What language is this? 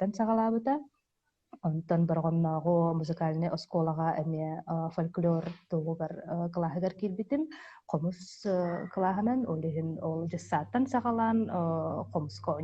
Yakut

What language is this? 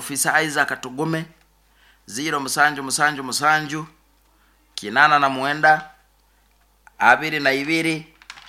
Nyoro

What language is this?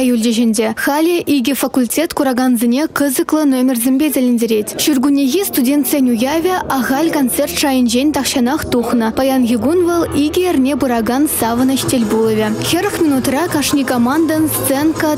Chuvash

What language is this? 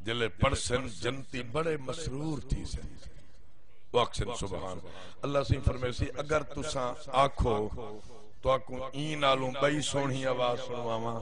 Saraiki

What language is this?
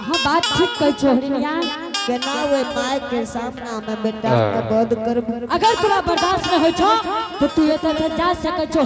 Angika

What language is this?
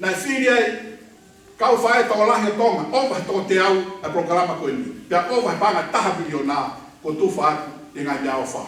Tongan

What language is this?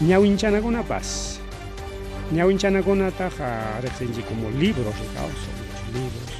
Ayacucho Quechua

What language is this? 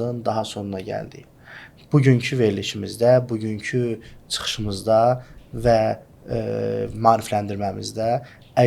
Azerbaijani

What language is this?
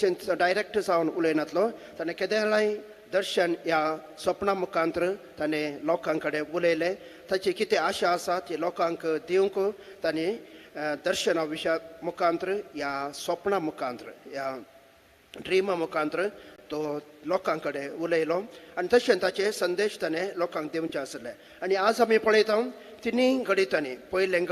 Konkani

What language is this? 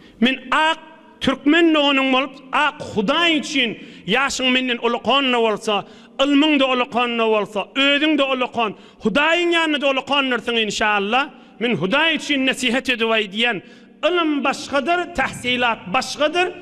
Turkmen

